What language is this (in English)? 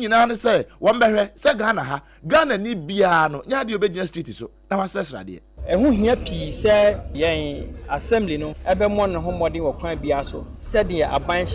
Akan